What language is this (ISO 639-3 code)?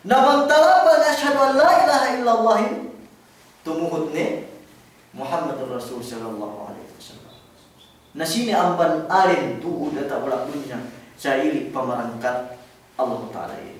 yka